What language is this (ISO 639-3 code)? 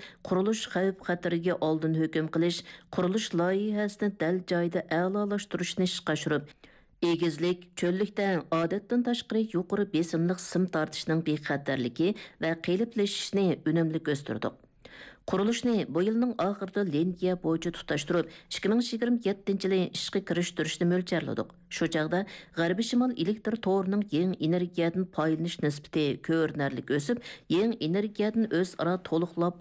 uig